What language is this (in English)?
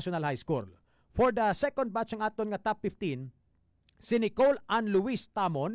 Hiligaynon